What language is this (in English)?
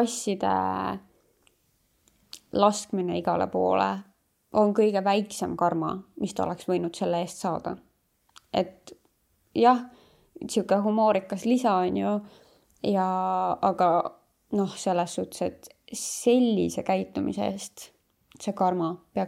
Estonian